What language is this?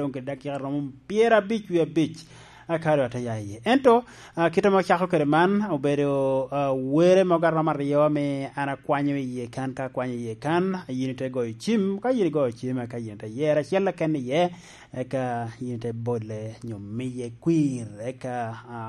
Lango (Uganda)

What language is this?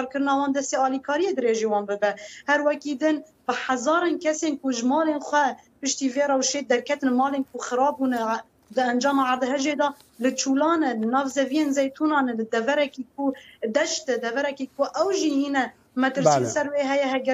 Kurdish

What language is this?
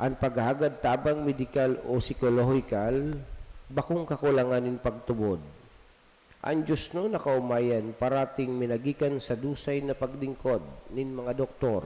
Bikol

